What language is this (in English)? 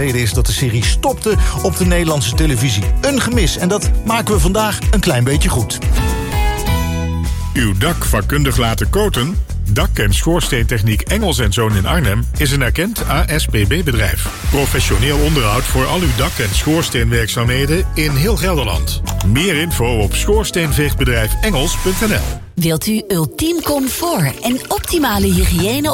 Dutch